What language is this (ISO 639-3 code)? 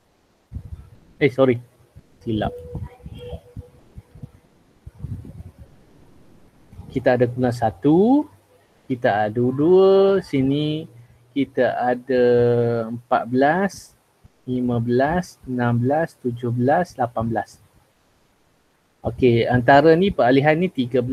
msa